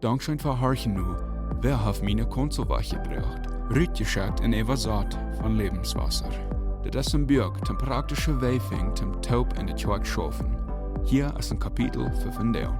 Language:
Plautdietsch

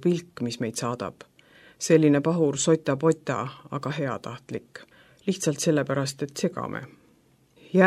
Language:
Estonian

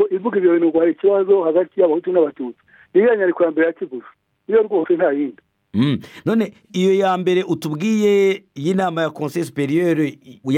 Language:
Kinyarwanda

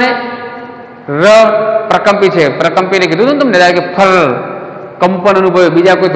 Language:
Gujarati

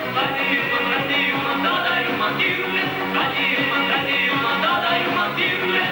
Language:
Chuvash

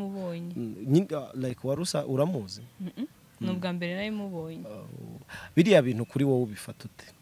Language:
Kinyarwanda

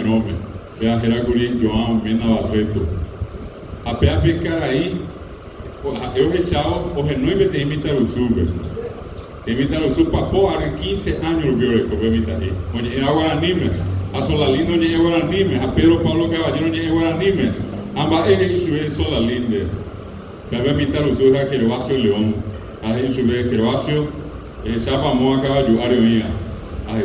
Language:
Guarani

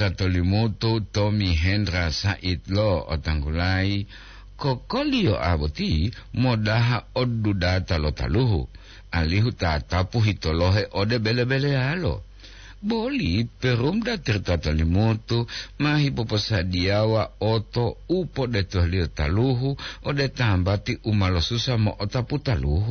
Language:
Gorontalo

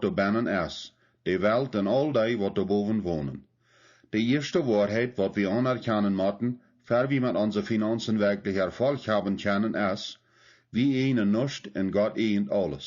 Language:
Plautdietsch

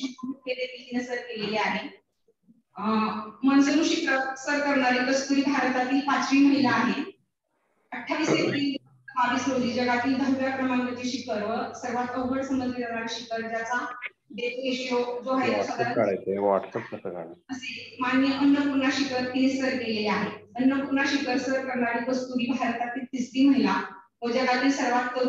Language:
Marathi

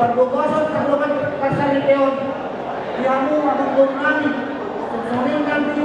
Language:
Batak Toba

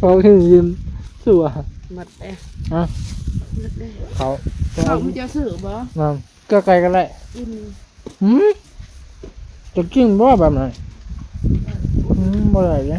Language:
Northeastern Thai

